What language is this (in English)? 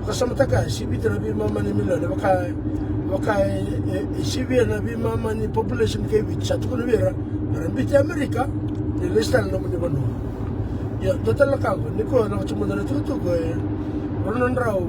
Fijian